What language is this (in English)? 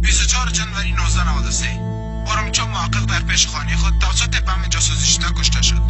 Persian